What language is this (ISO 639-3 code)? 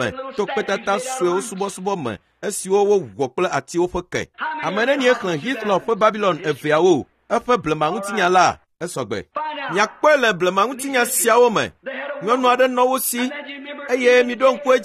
ewe